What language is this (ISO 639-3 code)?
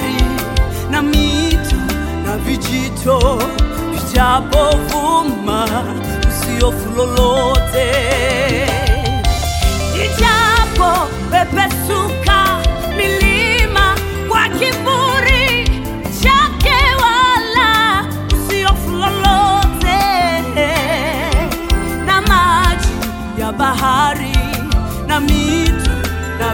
swa